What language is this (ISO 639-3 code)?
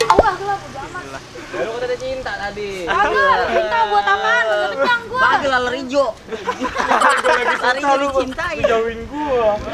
bew